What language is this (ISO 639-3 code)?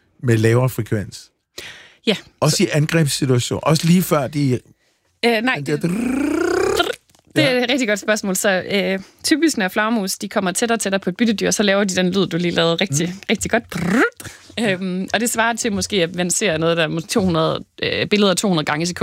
dan